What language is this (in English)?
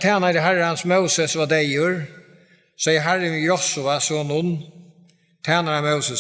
Faroese